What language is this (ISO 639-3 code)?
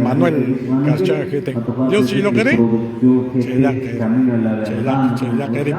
kek